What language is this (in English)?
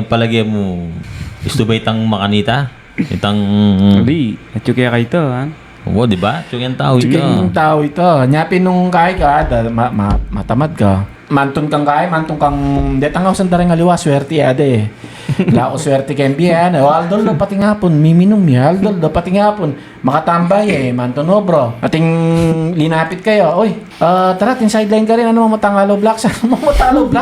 Pampanga